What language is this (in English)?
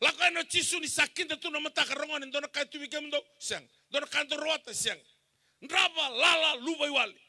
Fijian